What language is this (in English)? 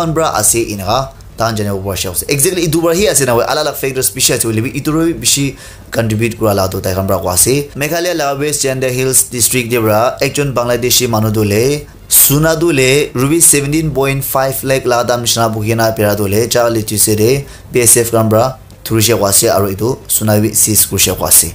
Naga Pidgin